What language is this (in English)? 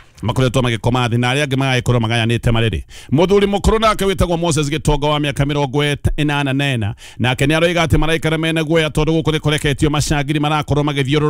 Kikuyu